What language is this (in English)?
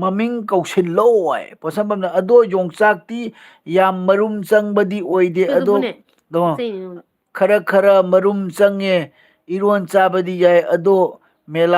Manipuri